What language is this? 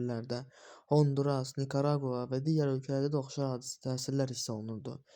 Azerbaijani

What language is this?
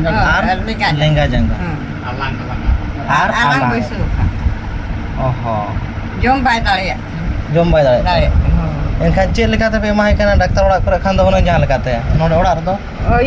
Santali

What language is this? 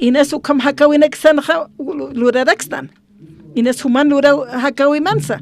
Aymara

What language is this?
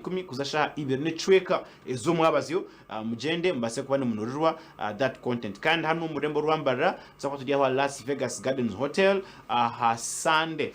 Nyankole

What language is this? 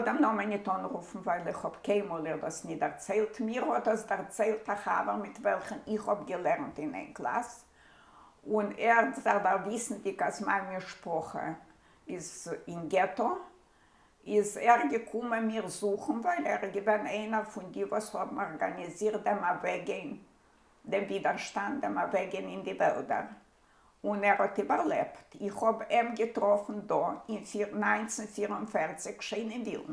Yiddish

